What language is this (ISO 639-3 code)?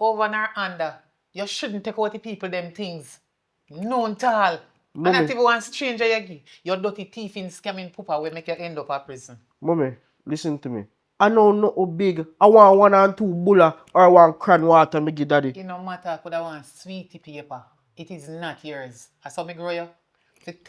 jam